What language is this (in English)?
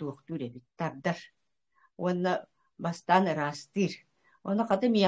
Yakut